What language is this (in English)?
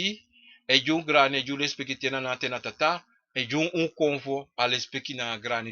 Sranan Tongo